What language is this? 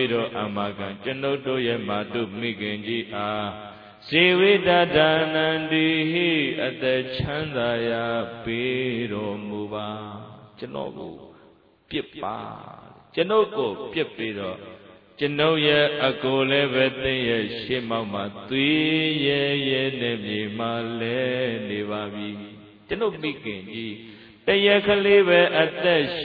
Burmese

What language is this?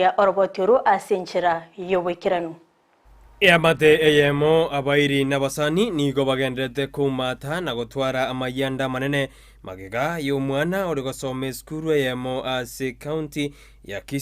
Gusii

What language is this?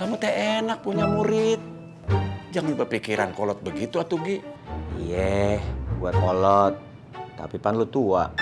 Betawi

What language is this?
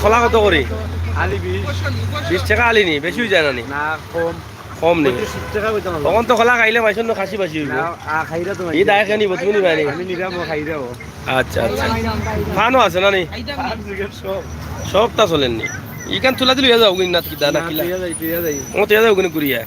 Sylheti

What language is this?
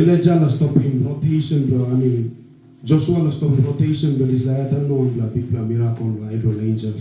Tok Pisin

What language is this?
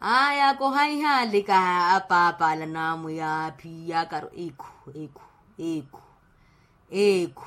Makhuwa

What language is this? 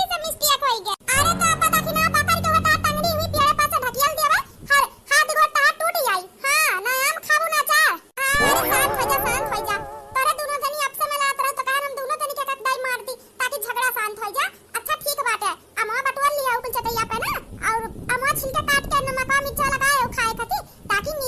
Awadhi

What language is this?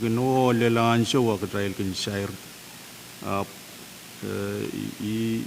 Pohnpeian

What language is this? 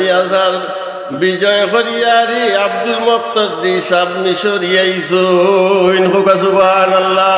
Sylheti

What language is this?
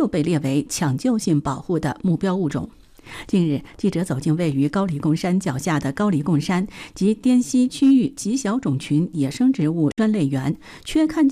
Chinese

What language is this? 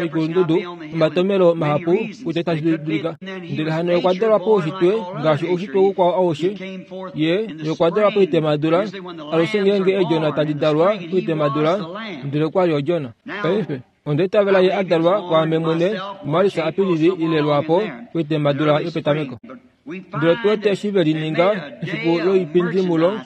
Kuanyama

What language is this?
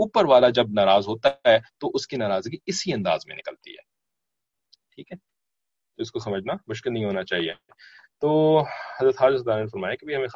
Urdu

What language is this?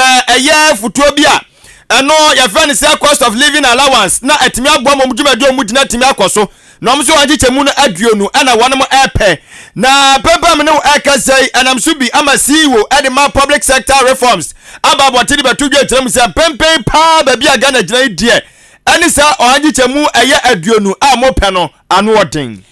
Akan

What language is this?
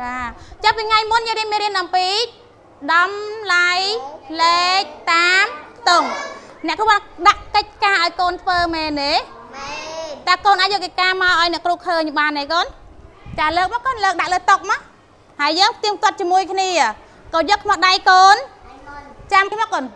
Khmer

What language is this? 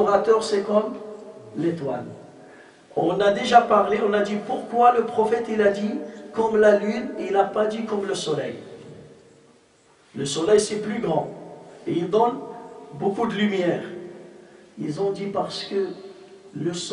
French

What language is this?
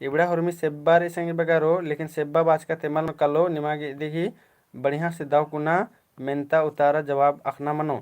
Kurukh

